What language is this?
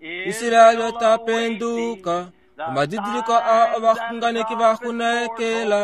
Kuanyama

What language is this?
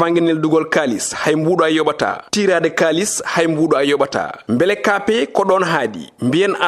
Fula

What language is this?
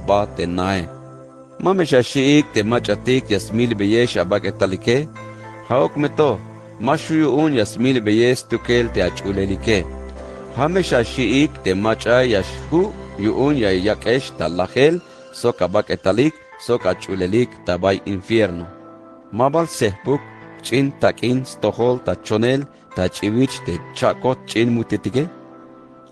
Tzeltal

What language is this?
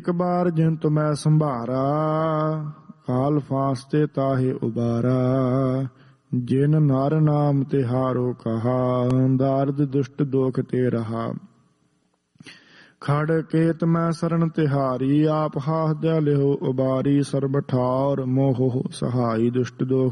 Punjabi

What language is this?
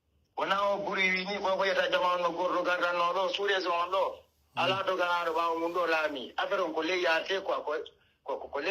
Pular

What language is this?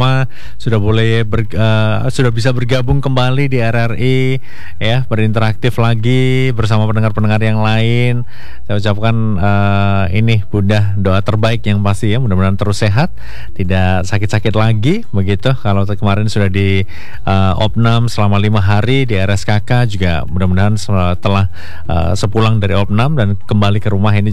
Indonesian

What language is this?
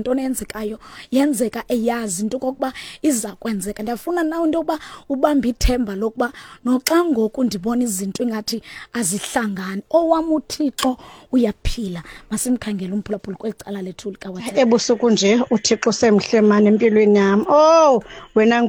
Xhosa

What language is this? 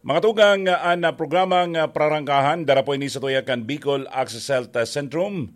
Bikol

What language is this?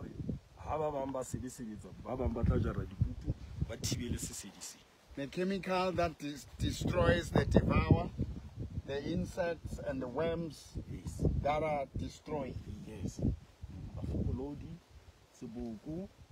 Southern Sotho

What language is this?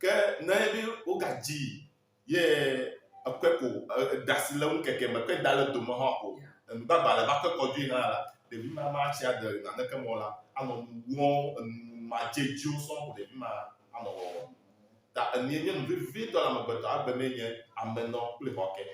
Ewe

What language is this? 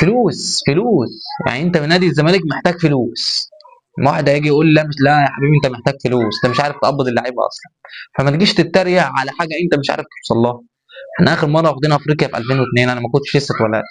Egyptian Arabic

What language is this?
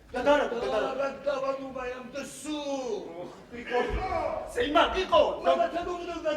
Ossetic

